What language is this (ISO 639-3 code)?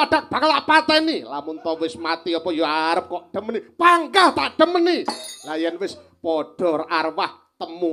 jav